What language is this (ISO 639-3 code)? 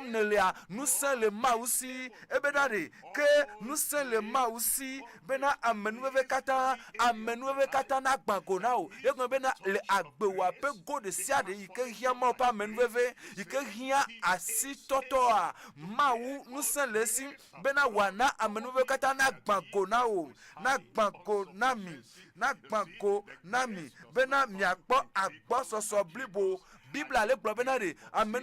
ewe